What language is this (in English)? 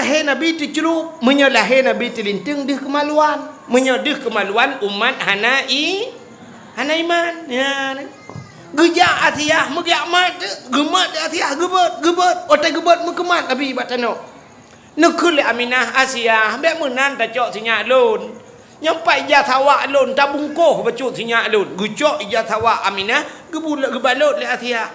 Achinese